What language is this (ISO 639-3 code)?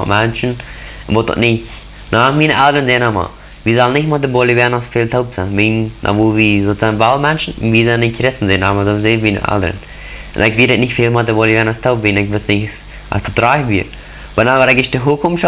pdt